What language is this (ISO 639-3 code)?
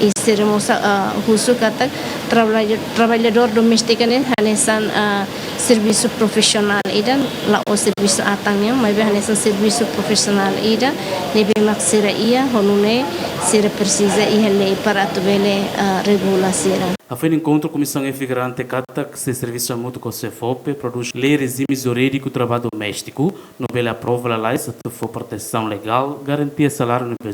tet